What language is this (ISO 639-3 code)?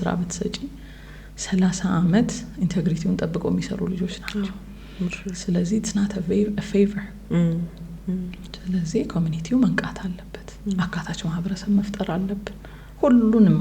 amh